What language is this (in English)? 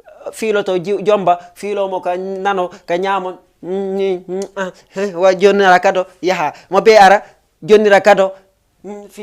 Fula